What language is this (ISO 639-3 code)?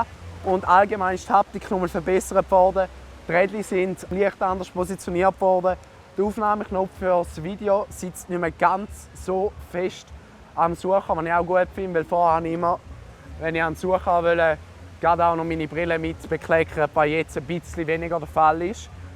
gsw